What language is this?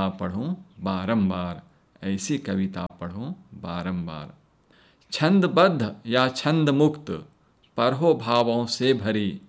Hindi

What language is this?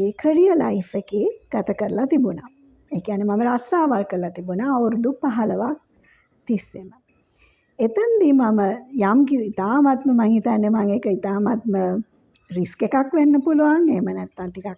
Sinhala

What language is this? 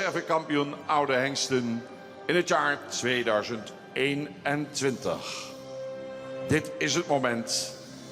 Western Frisian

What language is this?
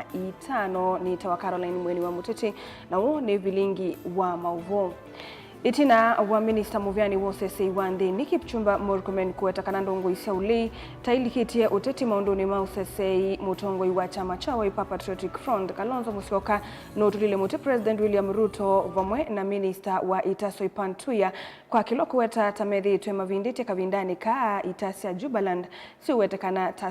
Kamba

